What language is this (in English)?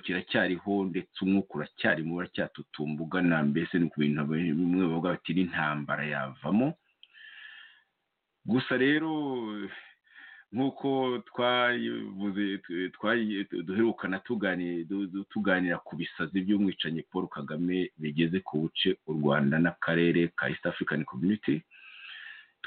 Kinyarwanda